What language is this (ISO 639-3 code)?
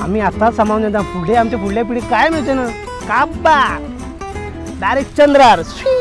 kok